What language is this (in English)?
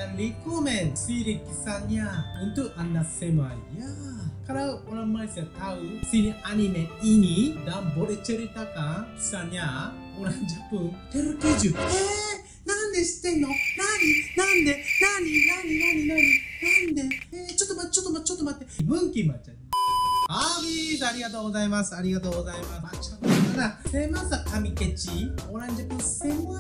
Malay